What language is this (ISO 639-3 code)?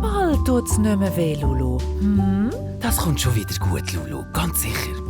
gsw